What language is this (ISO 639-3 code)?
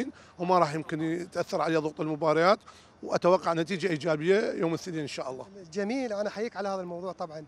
acm